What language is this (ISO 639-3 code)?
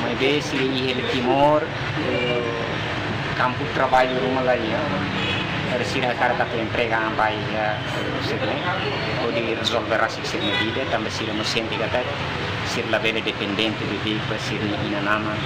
tet